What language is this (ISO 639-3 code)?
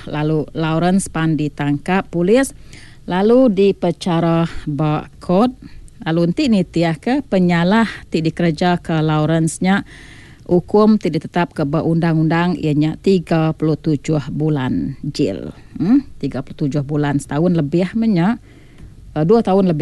iba